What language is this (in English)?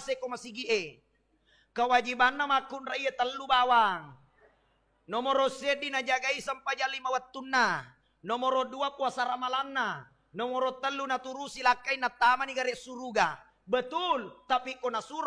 Buginese